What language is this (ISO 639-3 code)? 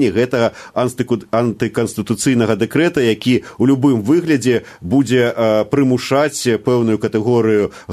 bel